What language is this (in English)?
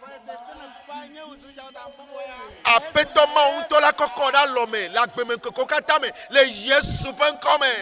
Ewe